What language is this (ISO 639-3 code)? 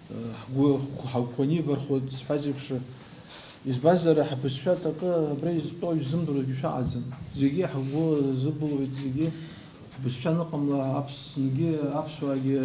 abk